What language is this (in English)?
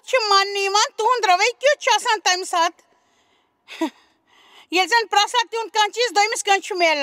Kashmiri